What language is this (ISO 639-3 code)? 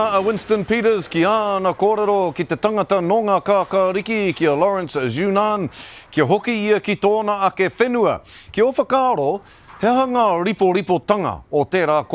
mri